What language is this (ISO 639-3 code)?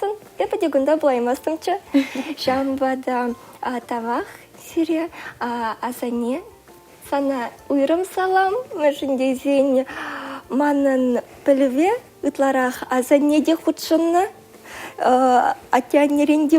chv